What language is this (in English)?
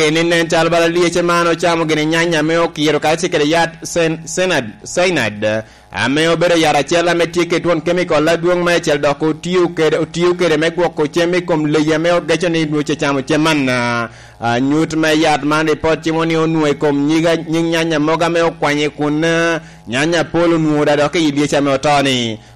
Lango (Uganda)